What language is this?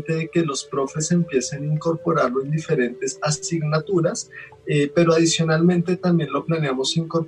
Spanish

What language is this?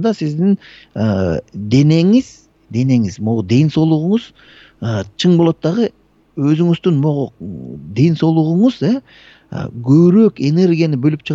Kyrgyz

